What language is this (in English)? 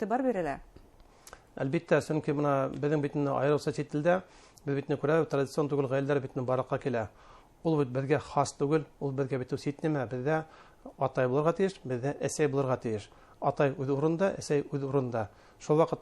Bashkir